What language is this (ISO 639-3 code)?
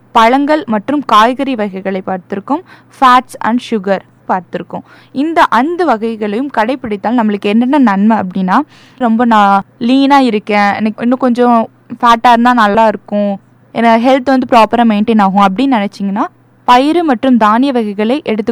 tam